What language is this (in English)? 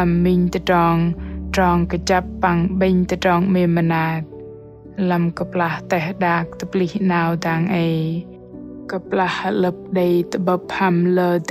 Bahnar